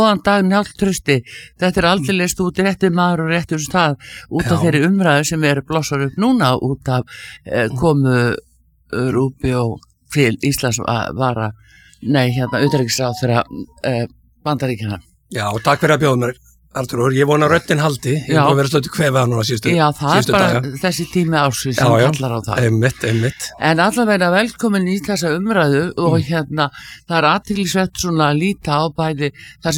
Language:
Icelandic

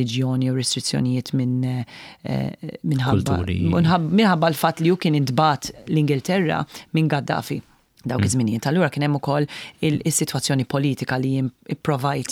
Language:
Maltese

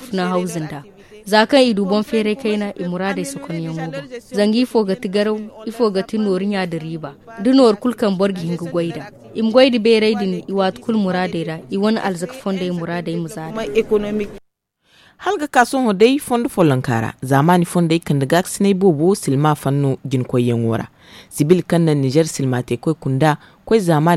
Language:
Zarma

